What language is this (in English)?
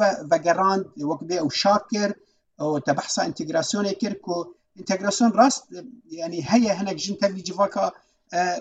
Kurdish